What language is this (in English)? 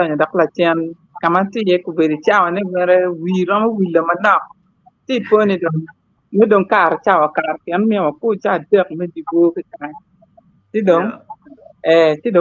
Acoli